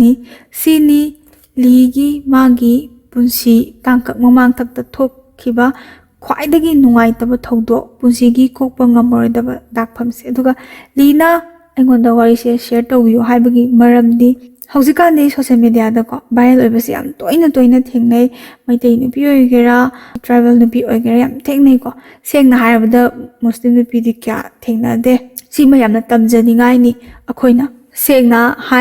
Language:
Manipuri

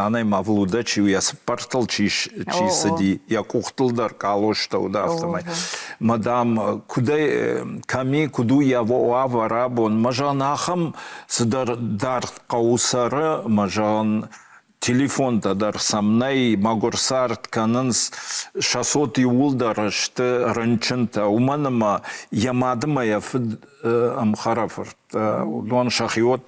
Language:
Ossetic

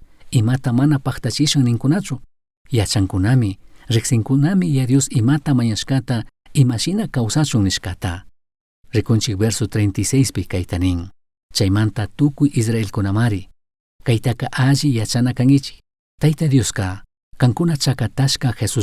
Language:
Chimborazo Highland Quichua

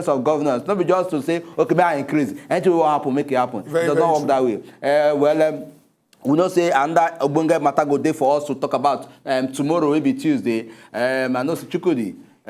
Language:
Nigerian Pidgin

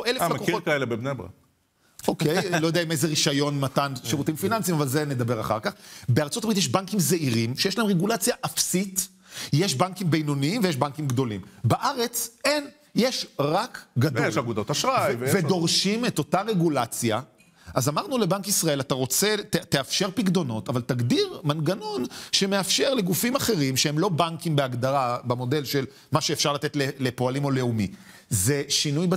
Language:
Hebrew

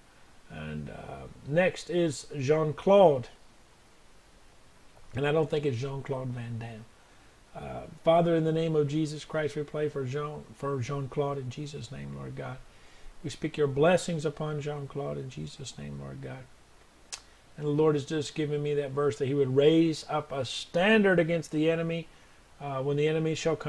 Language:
English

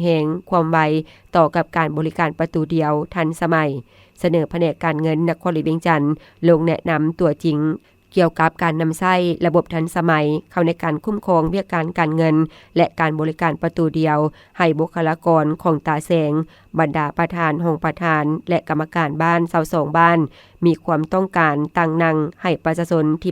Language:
Lao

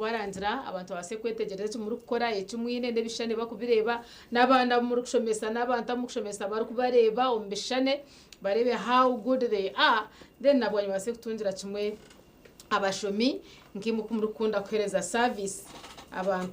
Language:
Nyankole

